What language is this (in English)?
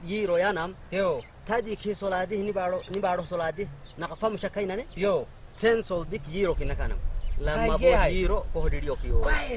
Saho